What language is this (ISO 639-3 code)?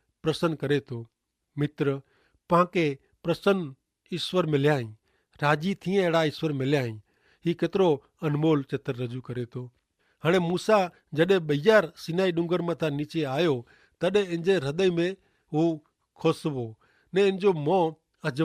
kfr